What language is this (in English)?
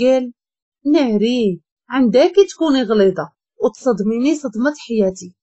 Moroccan Arabic